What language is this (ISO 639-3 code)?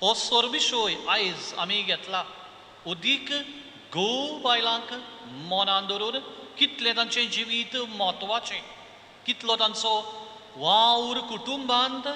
kok